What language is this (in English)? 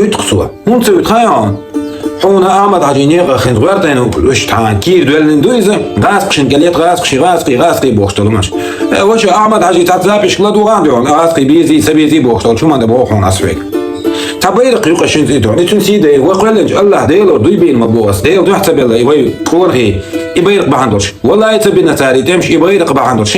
Chechen